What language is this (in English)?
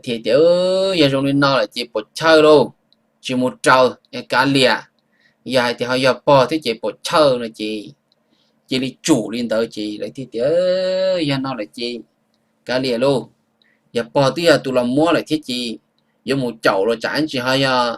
Hmong